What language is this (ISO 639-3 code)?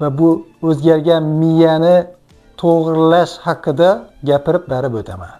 uzb